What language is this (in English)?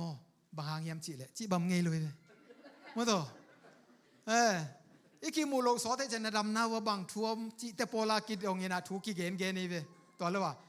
Tedim Chin